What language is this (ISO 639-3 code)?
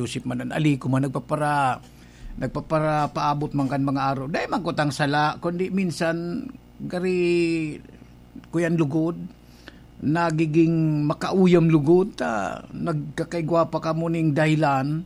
bik